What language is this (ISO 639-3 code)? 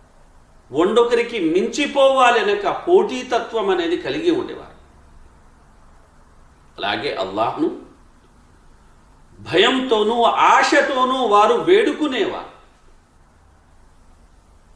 tel